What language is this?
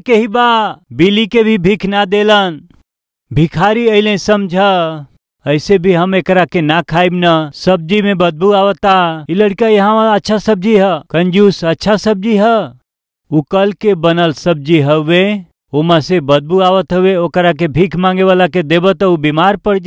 Bhojpuri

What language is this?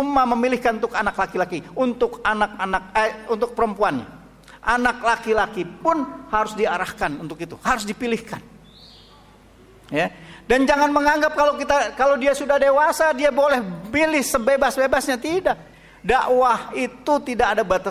Indonesian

